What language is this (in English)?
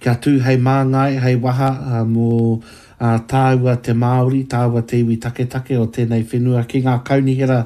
Māori